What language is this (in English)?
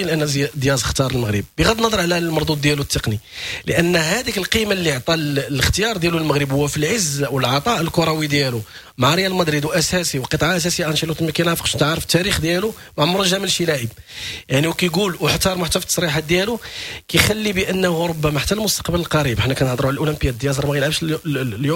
Moroccan Arabic